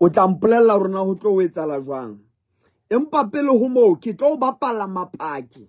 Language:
Southern Sotho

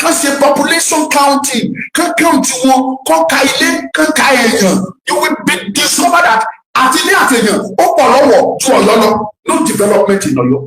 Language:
Yoruba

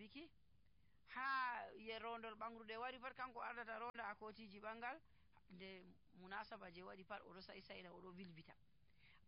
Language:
Nigerian Fulfulde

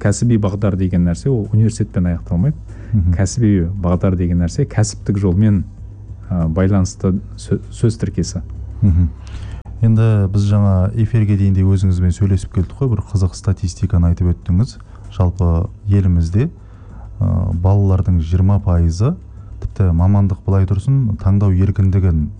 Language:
Kazakh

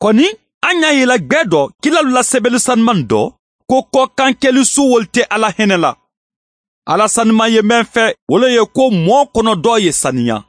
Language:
Mandingo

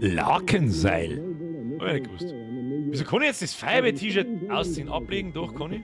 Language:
Bavarian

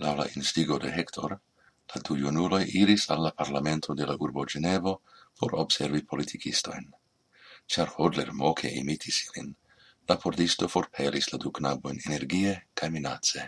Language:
Esperanto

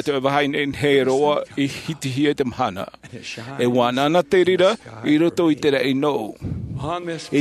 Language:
Tahitian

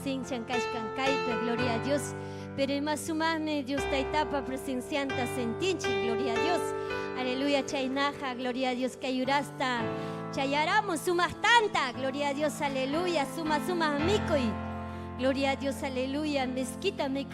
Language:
Ayacucho Quechua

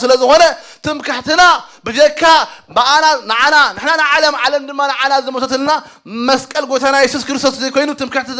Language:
Tigrinya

